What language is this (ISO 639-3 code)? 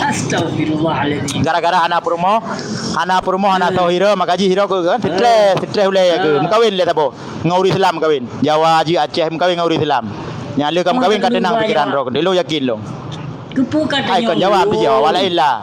ace